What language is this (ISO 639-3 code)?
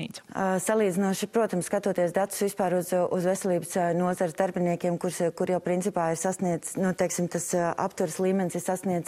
lav